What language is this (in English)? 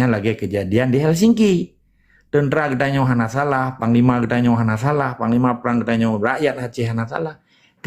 Achinese